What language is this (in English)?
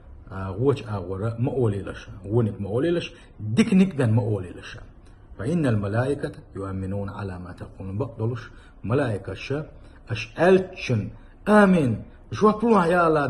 Chechen